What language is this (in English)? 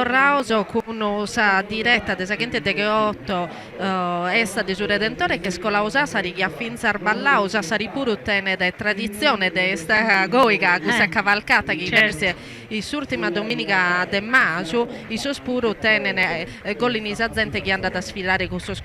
Sardinian